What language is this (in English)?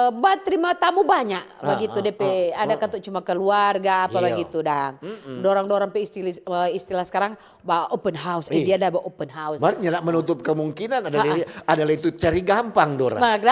Manado Malay